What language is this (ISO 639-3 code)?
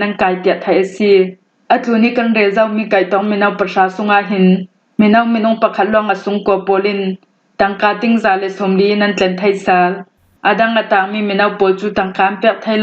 cfm